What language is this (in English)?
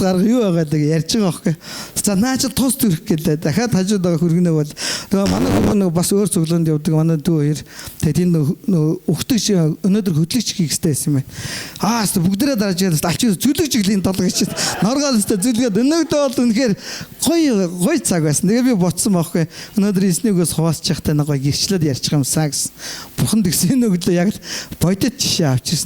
Mongolian